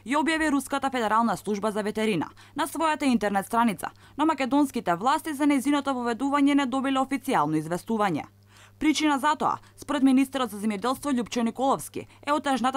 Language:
Macedonian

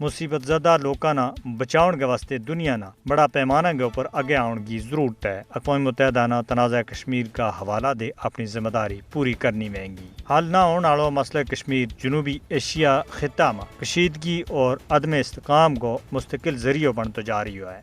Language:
Gujari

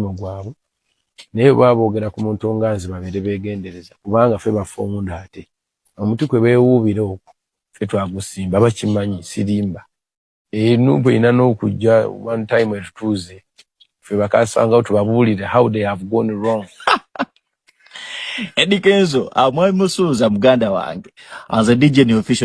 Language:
Ganda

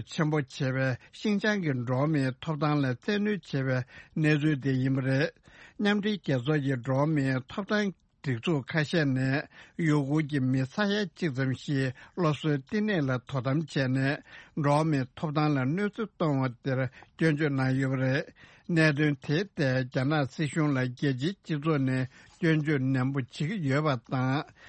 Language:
Tibetan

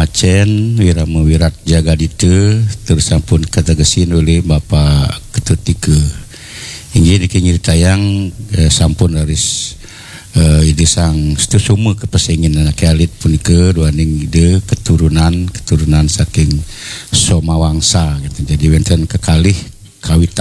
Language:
Balinese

